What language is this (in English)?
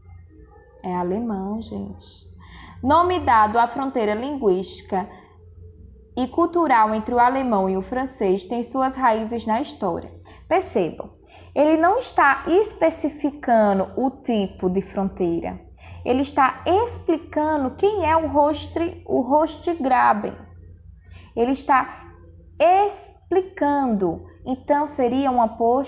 Portuguese